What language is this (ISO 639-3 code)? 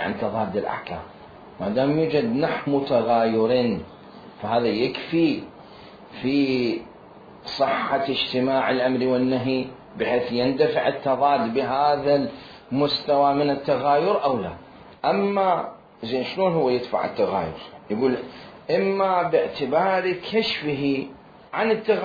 acm